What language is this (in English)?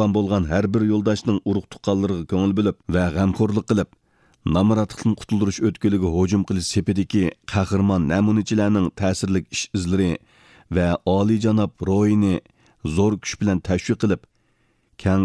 Uyghur